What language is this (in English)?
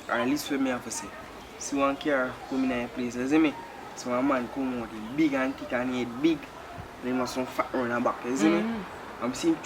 Jamaican Creole English